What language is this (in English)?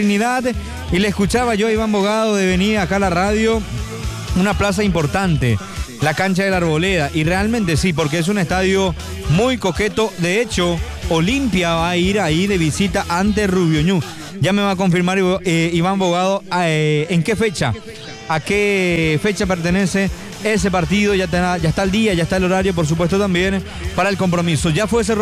Spanish